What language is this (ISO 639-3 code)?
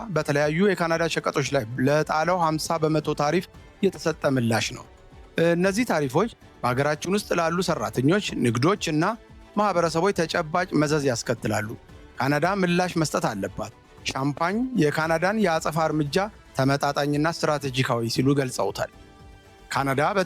amh